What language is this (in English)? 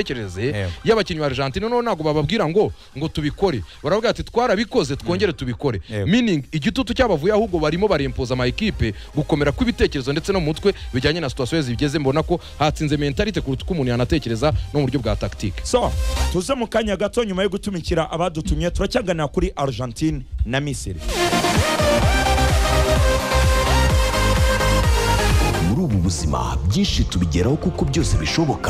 Kinyarwanda